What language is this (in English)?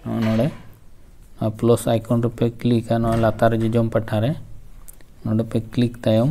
Santali